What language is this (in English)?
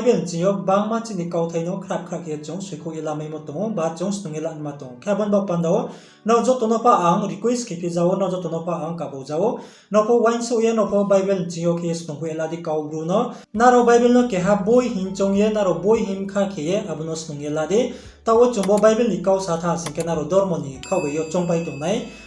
Riang (India)